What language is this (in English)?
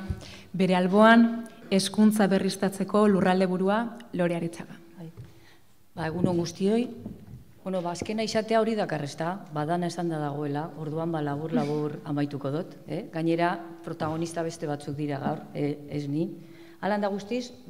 Basque